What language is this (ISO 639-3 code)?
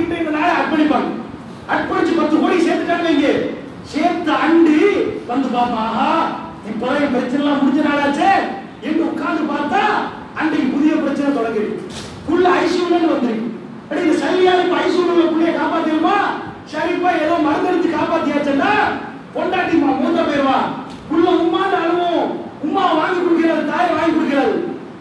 tam